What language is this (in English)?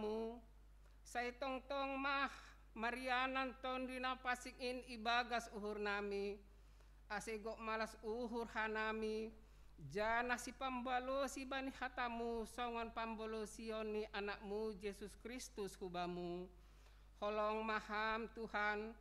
Batak Simalungun